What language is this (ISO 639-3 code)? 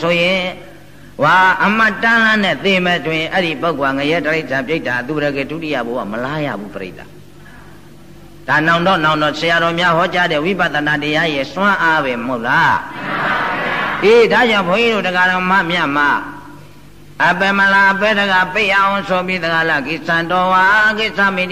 mya